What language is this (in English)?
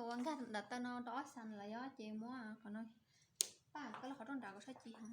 Hmong